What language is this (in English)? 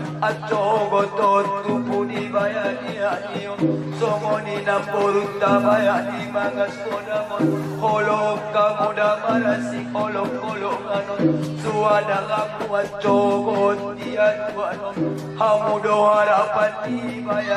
Batak Angkola